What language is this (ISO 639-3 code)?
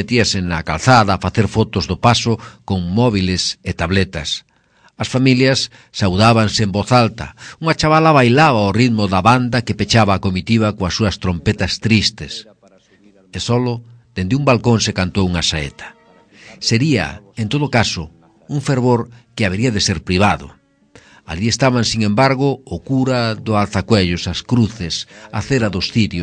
glg